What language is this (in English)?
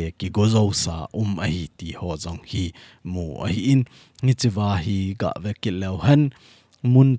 Thado Chin